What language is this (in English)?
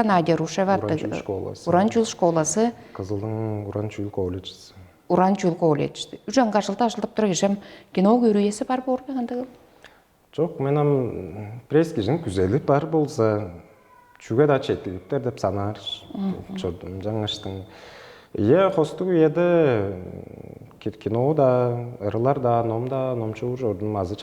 Tuvinian